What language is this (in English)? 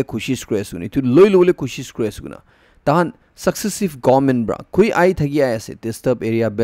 Naga Pidgin